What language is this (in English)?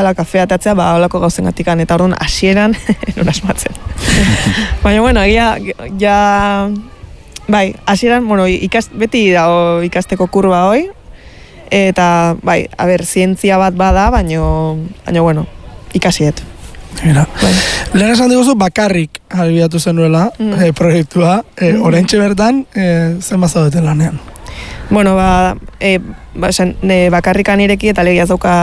Basque